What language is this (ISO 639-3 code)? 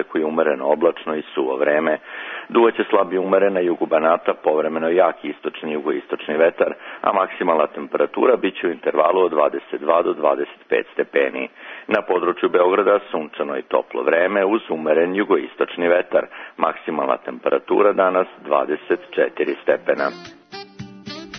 srp